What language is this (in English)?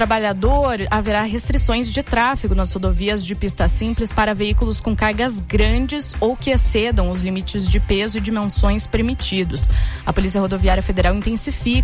Portuguese